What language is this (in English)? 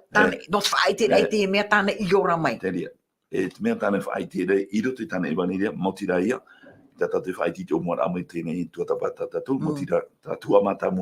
Tahitian